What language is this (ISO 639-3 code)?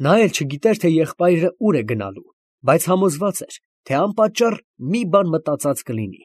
hye